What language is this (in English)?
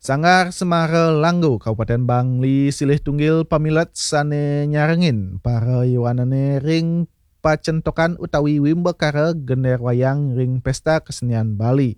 Balinese